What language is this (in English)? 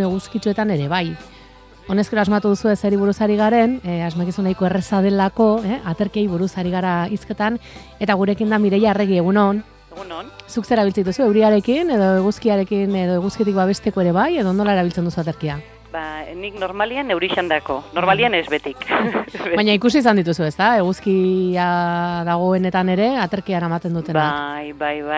Basque